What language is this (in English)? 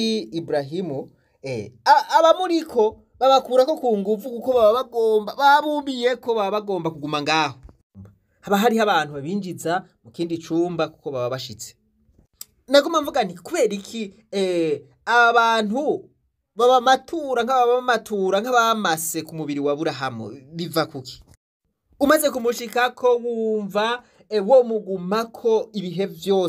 Rundi